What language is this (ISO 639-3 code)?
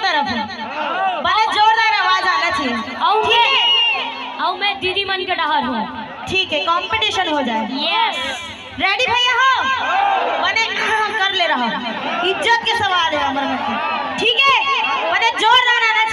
hne